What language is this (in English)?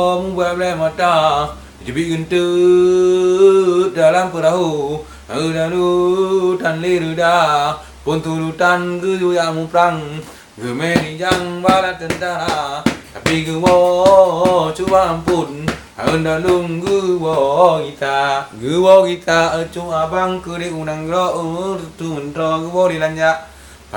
Achinese